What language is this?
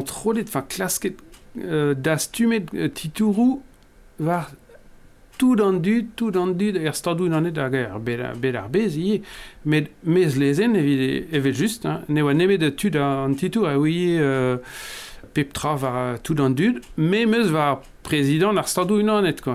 Breton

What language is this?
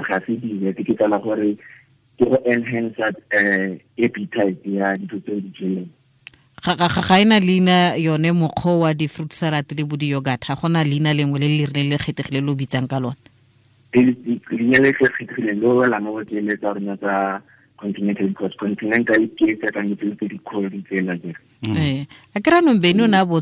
Tswana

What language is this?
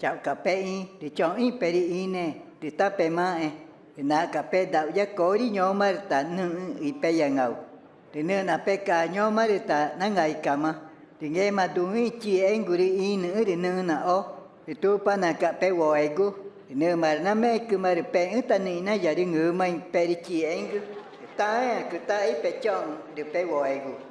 Ticuna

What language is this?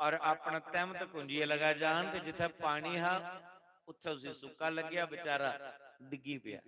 Dogri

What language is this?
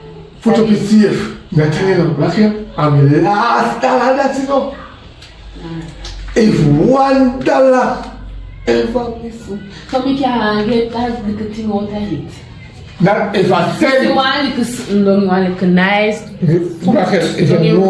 Jamaican Creole English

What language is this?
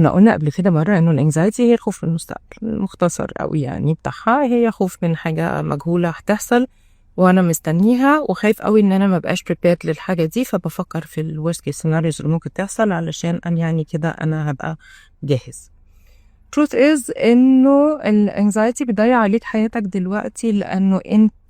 Egyptian Arabic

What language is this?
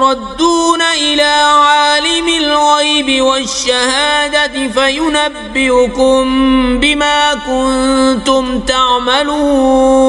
Kashmiri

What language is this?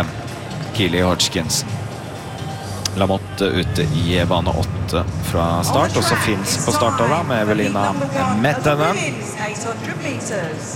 Norwegian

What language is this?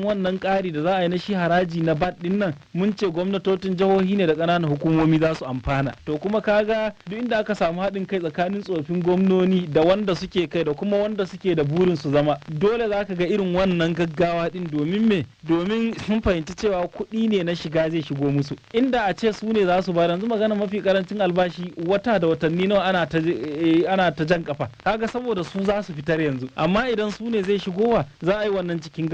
Hausa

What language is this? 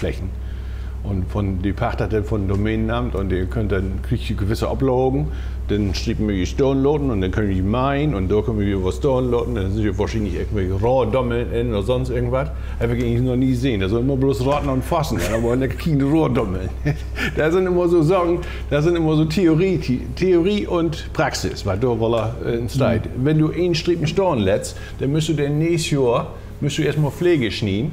Low German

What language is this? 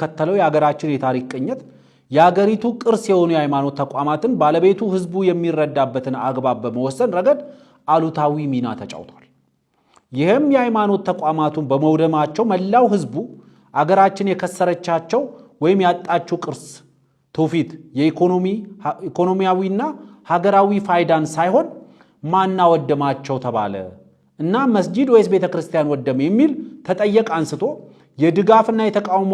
Amharic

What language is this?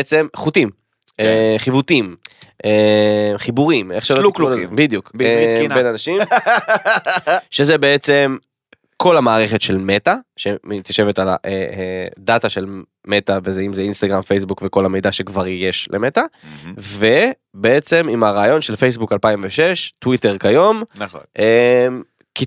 Hebrew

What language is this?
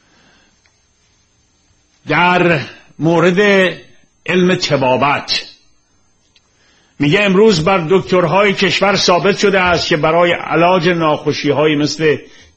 Persian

